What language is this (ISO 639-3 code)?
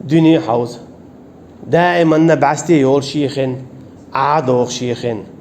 che